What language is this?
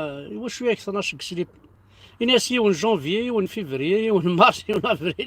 Kabyle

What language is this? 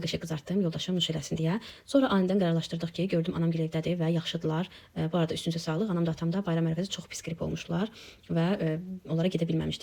Azerbaijani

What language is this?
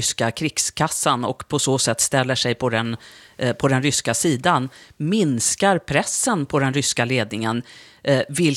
Swedish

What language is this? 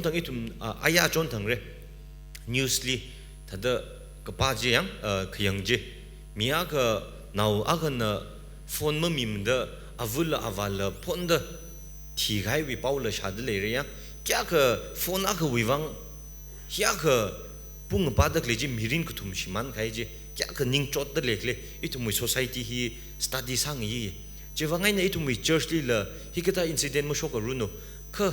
Tangkhul Naga (India)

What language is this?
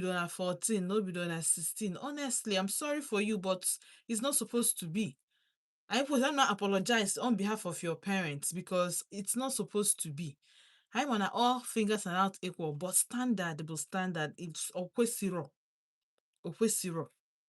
Igbo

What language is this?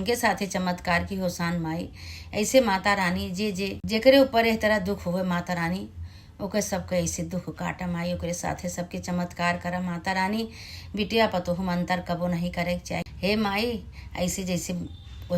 Awadhi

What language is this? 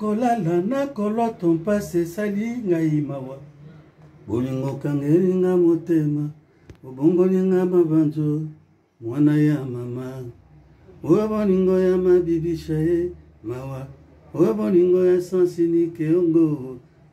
Lingala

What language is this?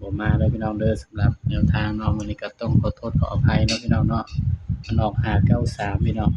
Northeastern Thai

